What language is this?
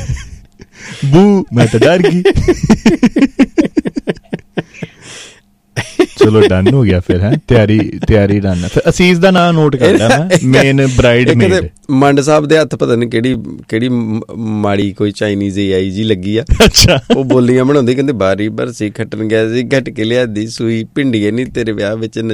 Punjabi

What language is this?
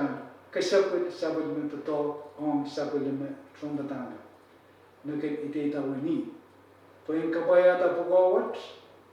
Pohnpeian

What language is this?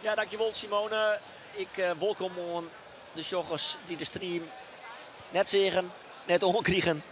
Western Frisian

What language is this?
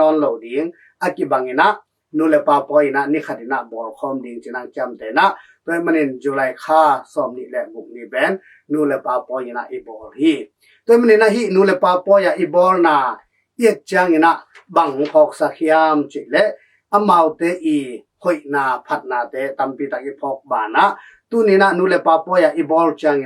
Tedim Chin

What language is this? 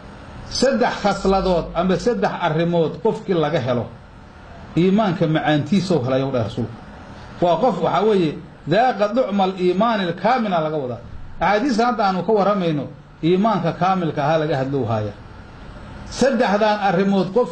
Somali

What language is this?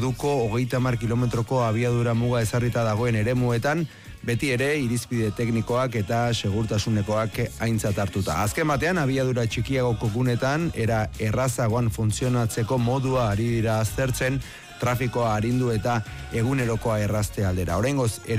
Basque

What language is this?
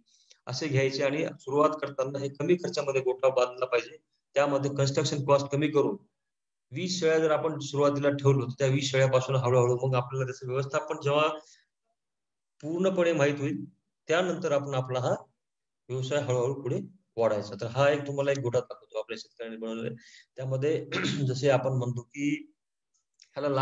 Marathi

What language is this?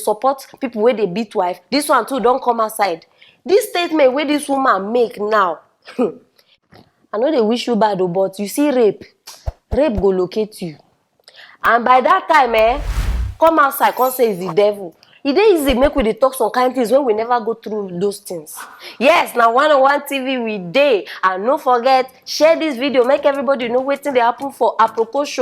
Nigerian Pidgin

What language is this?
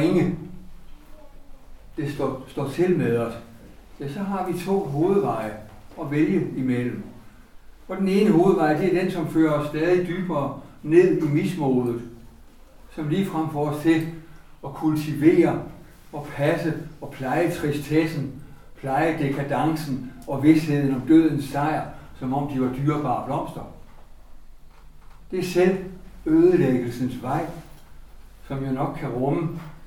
Danish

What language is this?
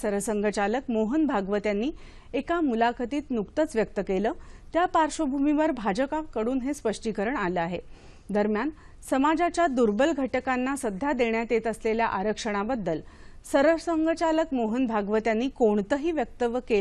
Marathi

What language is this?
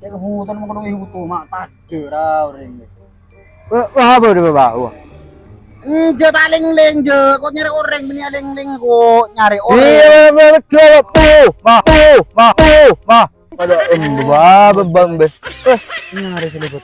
Madurese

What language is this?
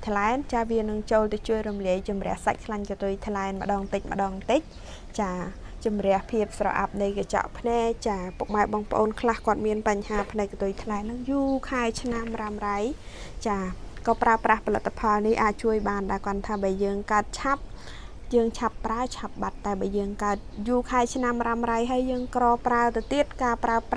Khmer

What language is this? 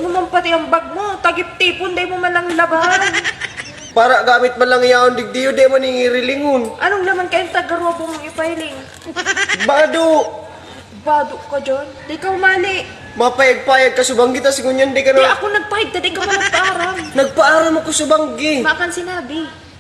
Bikol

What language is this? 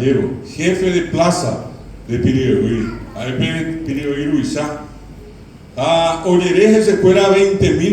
Guarani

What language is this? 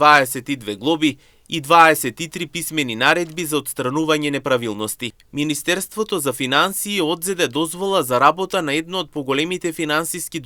Macedonian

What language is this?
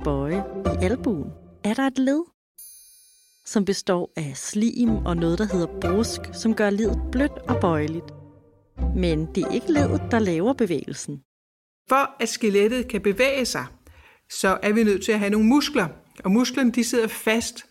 Danish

